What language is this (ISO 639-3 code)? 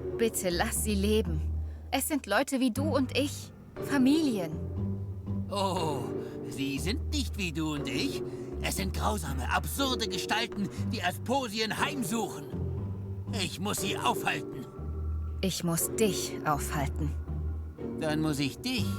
gsw